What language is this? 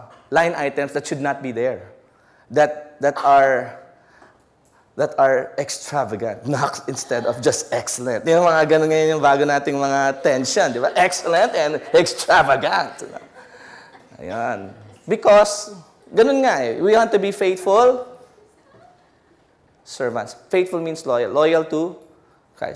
Filipino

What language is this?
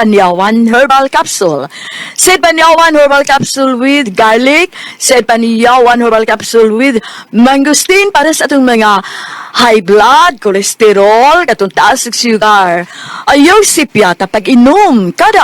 Cebuano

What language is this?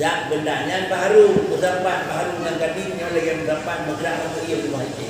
Achinese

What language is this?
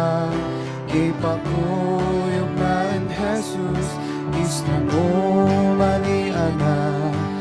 Kankanaey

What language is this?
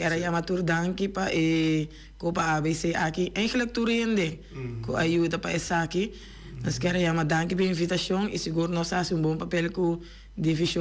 Papiamento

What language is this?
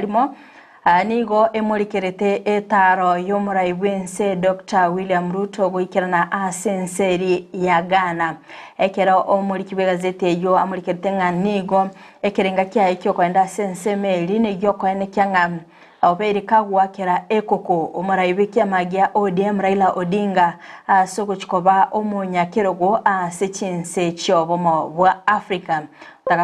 Gusii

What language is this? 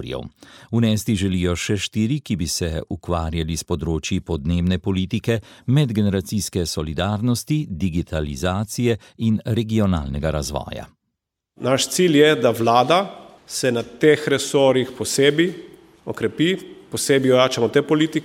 Slovenian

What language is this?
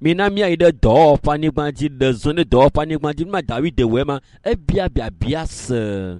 Ewe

